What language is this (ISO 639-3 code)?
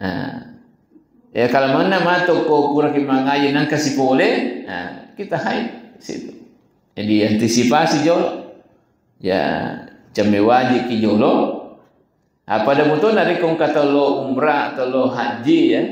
bug